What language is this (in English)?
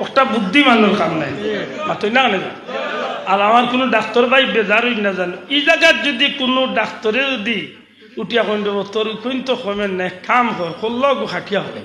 Sylheti